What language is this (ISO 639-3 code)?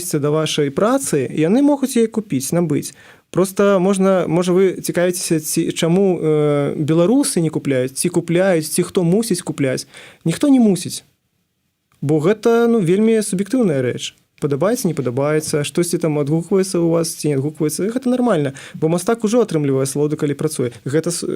bel